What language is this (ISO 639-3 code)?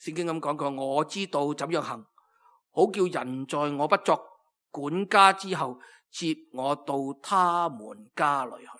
yue